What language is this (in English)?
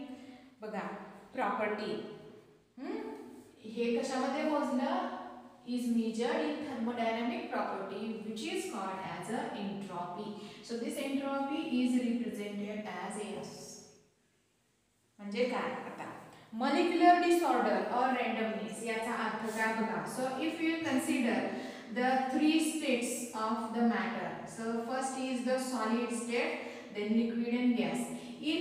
Marathi